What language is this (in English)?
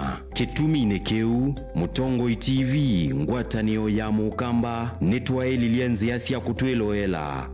Kamba